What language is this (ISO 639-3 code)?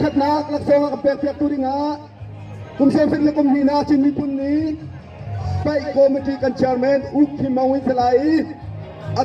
cnh